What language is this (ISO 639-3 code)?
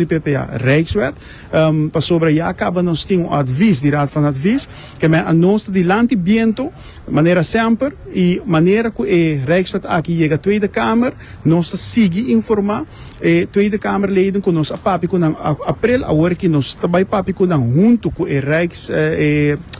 pap